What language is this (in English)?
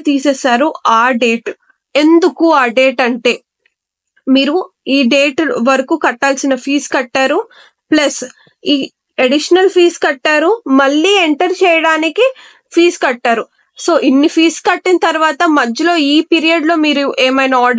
Telugu